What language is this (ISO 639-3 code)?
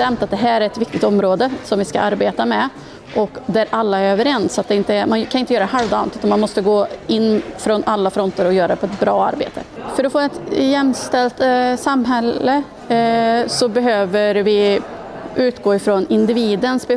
swe